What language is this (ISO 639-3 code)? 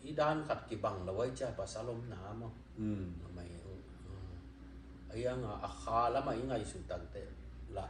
ctd